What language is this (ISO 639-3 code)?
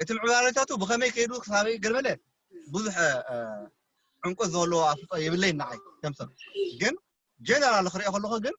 tir